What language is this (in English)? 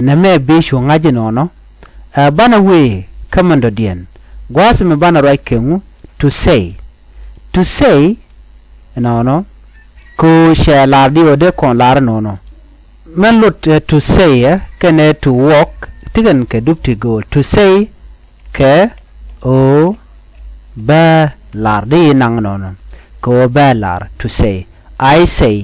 Nuer